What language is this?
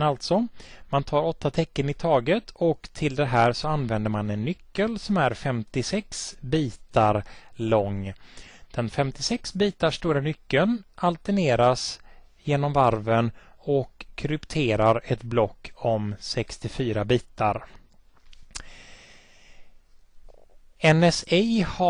Swedish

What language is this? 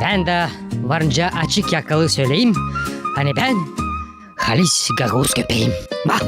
Gagauz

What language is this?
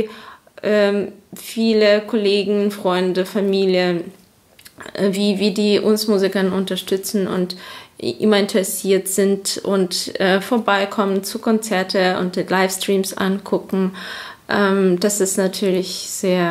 German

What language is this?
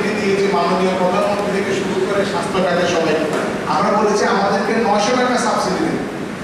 Bangla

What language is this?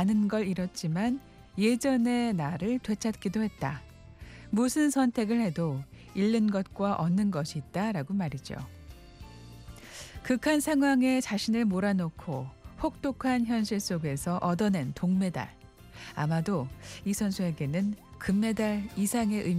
Korean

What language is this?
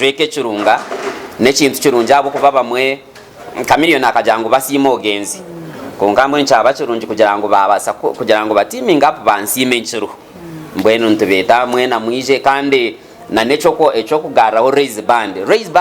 Nyankole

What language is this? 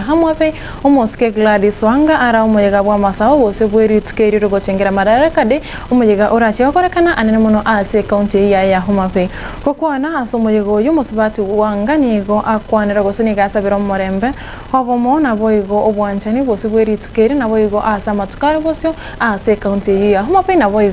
Gusii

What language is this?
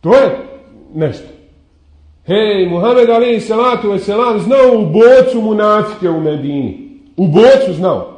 Bosnian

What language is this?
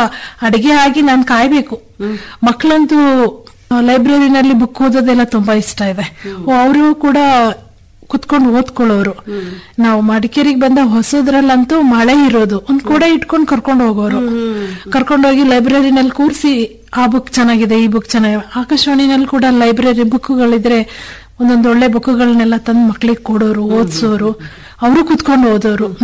Kannada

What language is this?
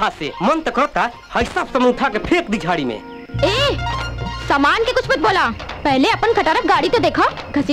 Bhojpuri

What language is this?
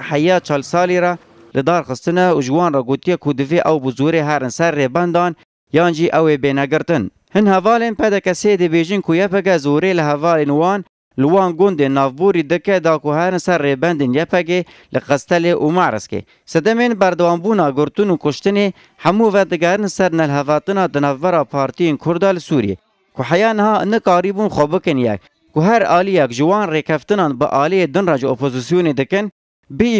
Kurdish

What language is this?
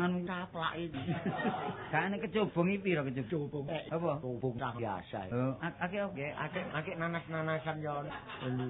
Javanese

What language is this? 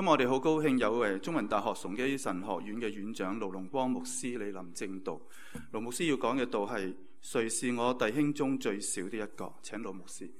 Cantonese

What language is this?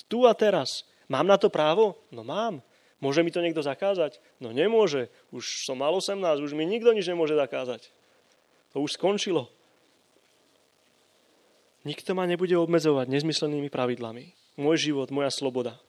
Slovak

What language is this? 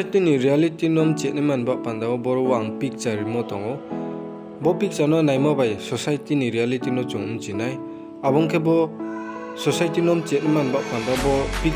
Riang (India)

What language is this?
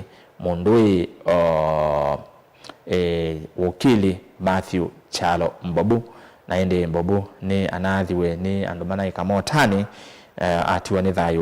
Kamba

